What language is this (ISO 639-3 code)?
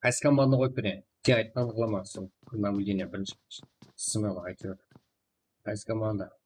kaa